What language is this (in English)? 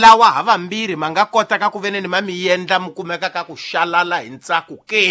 Tsonga